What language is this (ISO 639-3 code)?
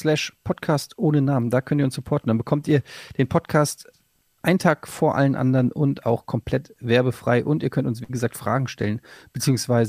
deu